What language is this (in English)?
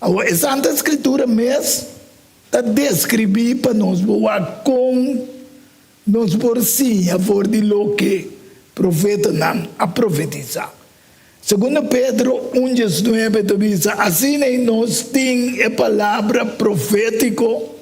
Papiamento